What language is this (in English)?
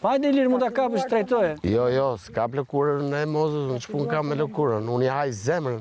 Albanian